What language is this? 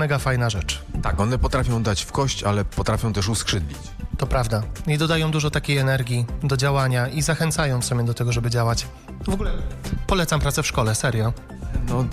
Polish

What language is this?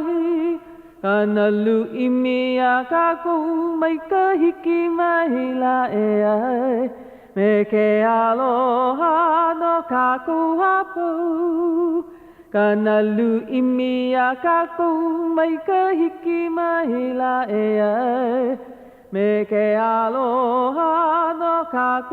Hawaiian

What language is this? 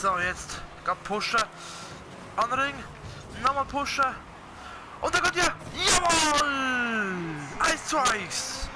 Swiss German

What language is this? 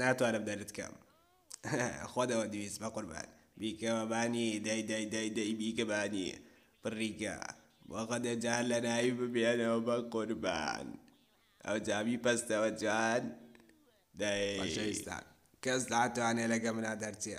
Central Kurdish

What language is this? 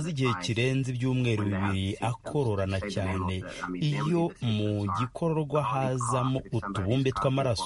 Kinyarwanda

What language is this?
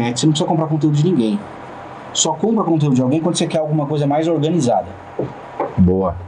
Portuguese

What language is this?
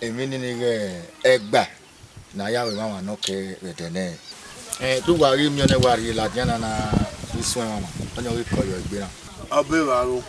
Bini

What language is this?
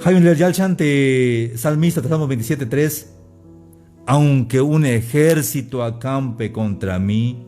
Tzeltal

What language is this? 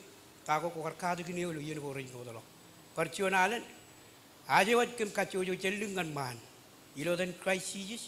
Marshallese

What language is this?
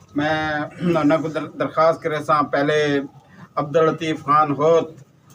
Saraiki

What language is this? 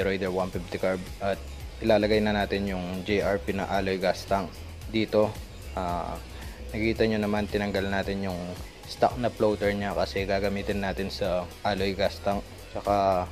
Filipino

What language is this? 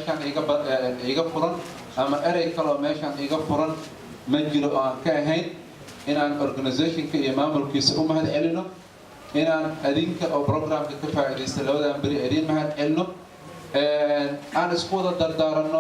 Somali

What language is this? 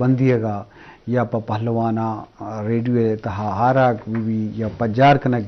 Eastern Balochi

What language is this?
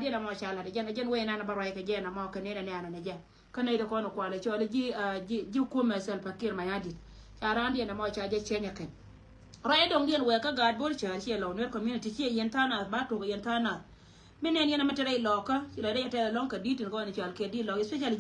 Nuer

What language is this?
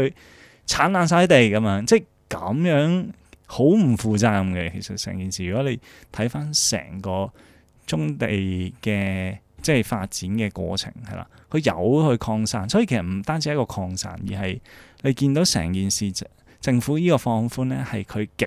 Cantonese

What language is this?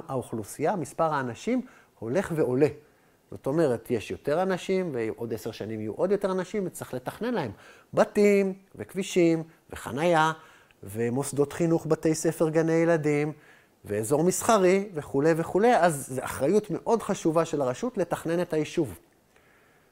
Hebrew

